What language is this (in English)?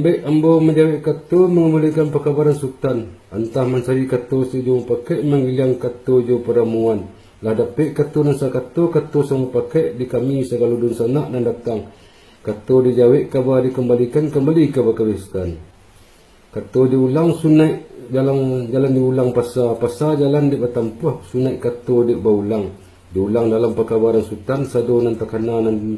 Minangkabau